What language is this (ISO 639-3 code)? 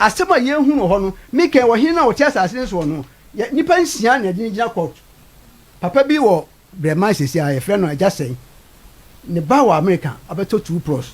aka